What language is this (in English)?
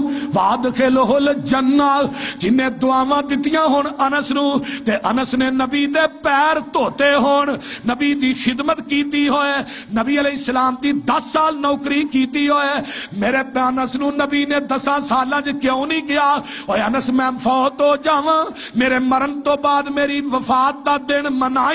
Western Panjabi